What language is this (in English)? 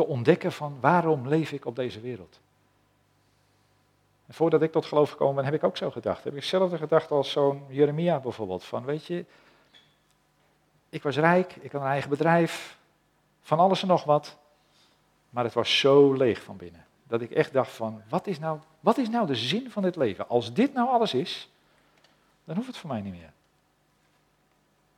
Dutch